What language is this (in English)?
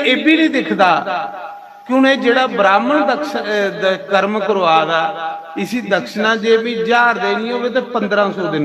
Dogri